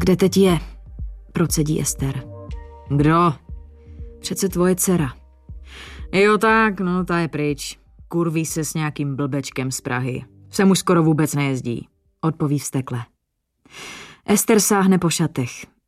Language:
Czech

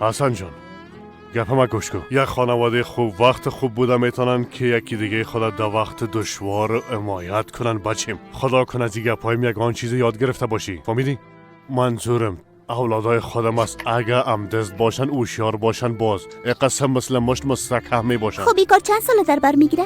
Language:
Persian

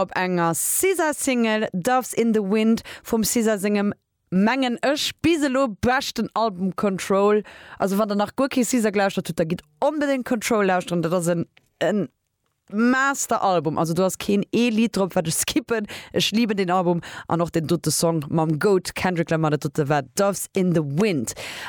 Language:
Luxembourgish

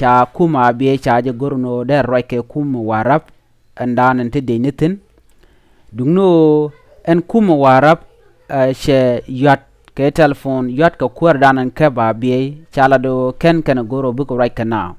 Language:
Nuer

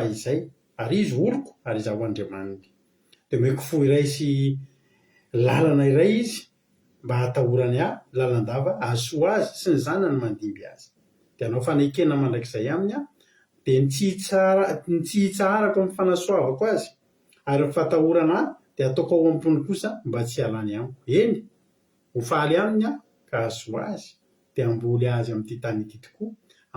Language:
Malagasy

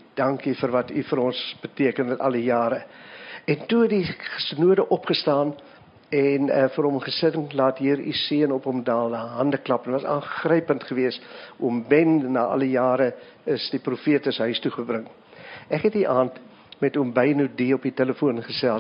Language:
Afrikaans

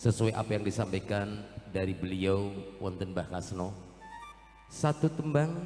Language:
Javanese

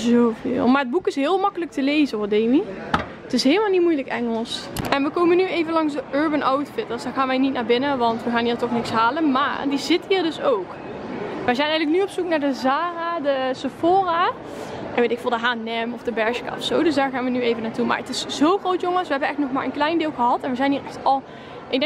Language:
Dutch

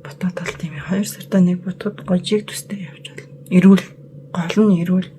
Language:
Mongolian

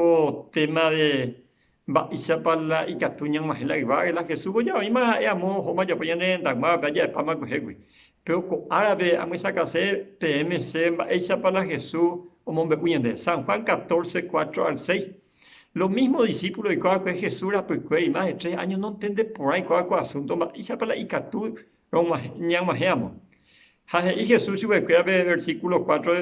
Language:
Guarani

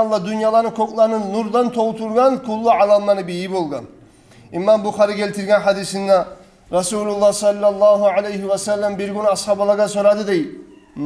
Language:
Kumyk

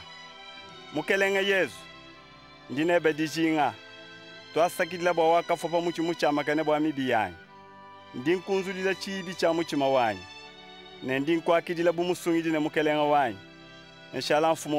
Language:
Luba-Lulua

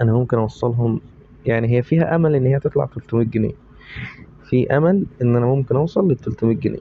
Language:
Egyptian Arabic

